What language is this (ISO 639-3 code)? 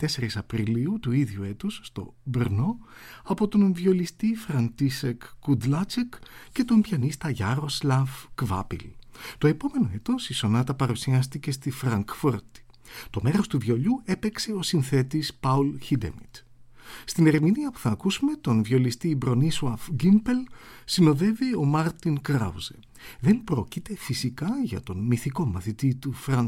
ell